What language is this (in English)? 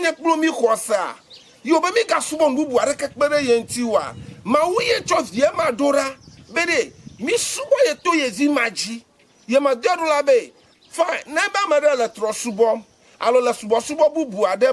Ewe